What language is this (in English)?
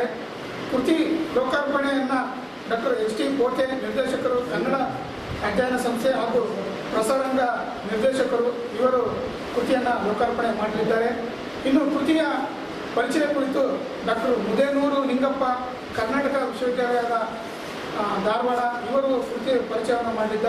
Kannada